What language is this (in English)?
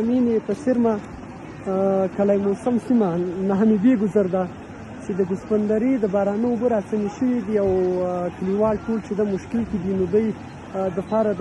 Pashto